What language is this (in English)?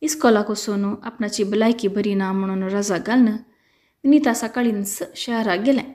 Konkani